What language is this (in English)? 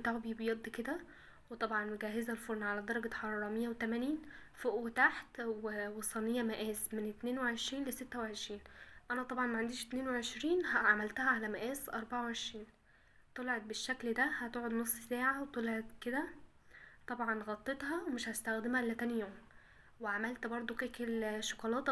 Egyptian Arabic